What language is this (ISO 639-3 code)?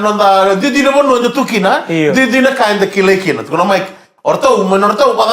fij